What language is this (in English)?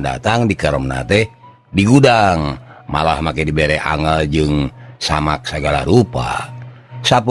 Sundanese